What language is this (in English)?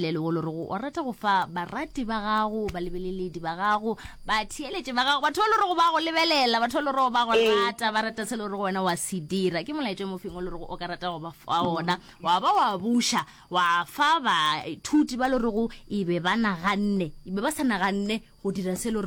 Northern Sotho